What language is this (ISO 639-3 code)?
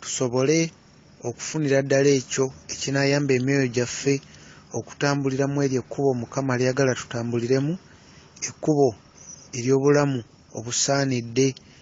lug